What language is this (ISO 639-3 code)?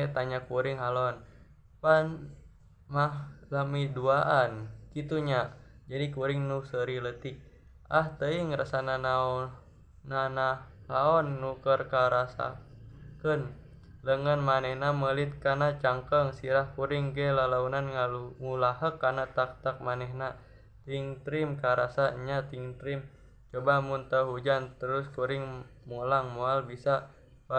sun